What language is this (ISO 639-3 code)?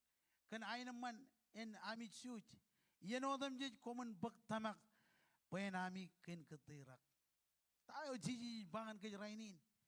mah